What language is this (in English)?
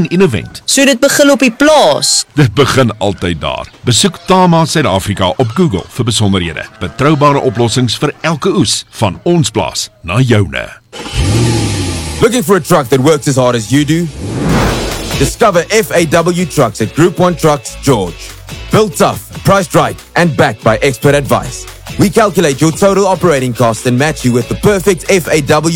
Afrikaans